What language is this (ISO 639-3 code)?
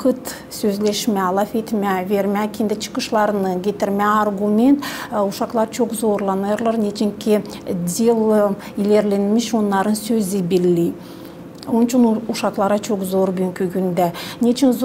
gag